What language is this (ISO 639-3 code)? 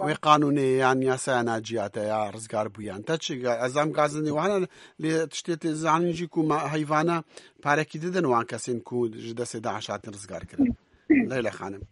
kur